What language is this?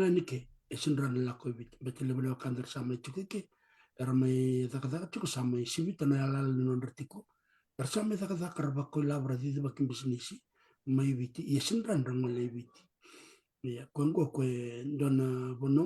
Fijian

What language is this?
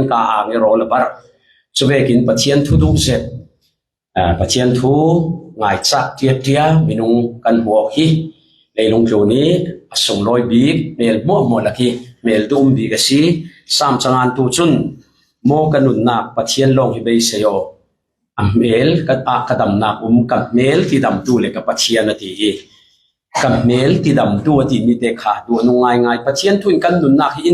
Falam Chin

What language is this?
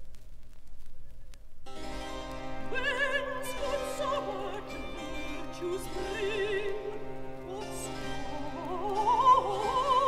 English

